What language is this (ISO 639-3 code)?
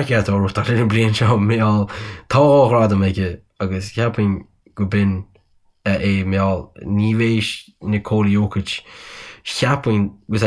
gle